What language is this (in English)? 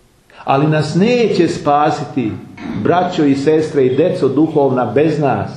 Serbian